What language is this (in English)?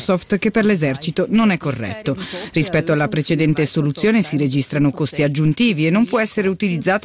Italian